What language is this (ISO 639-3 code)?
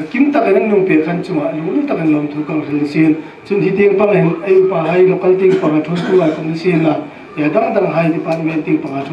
hmr